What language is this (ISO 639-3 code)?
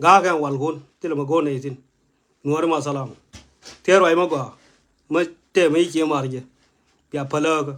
nus